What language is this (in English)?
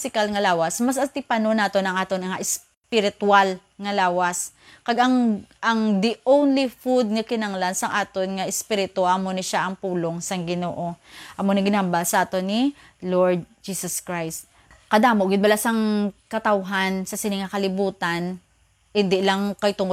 Hiligaynon